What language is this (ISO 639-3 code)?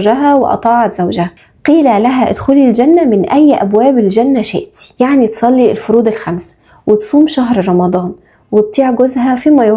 arz